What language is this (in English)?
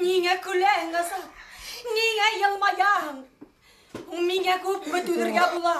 Bashkir